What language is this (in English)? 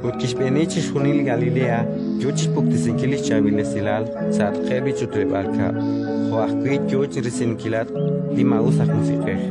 Kekchí